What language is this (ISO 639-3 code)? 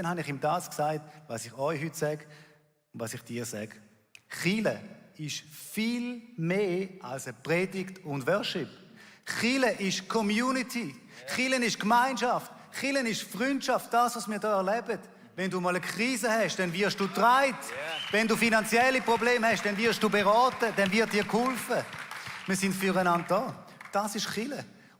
gsw